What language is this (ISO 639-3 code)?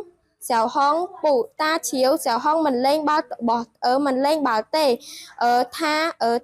khm